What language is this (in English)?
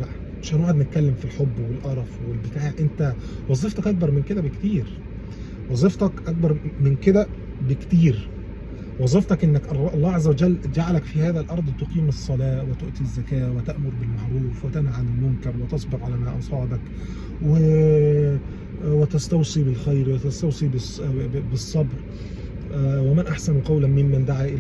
Egyptian Arabic